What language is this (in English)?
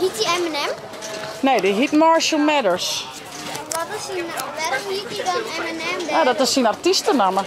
Western Frisian